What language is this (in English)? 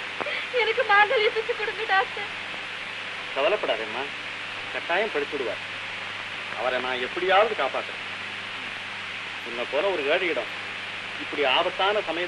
Tamil